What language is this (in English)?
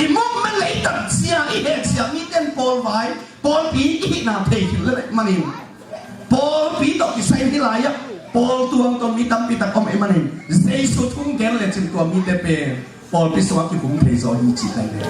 Tedim Chin